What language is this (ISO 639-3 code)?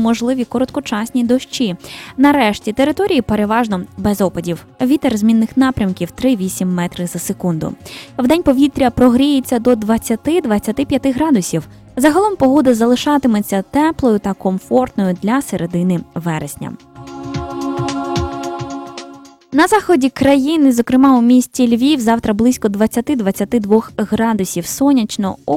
ukr